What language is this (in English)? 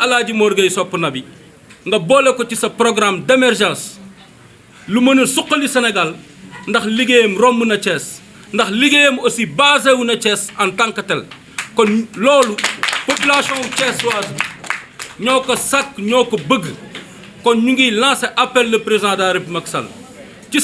Wolof